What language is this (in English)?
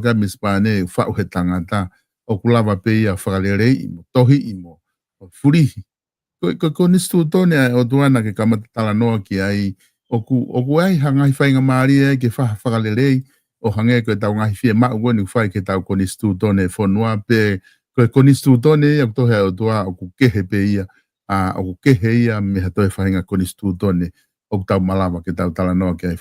Tongan